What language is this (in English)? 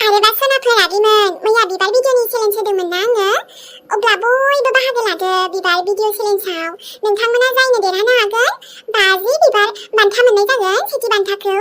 Bodo